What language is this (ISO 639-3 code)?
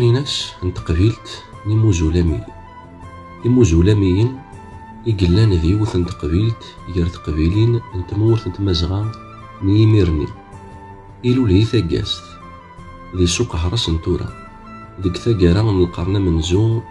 kab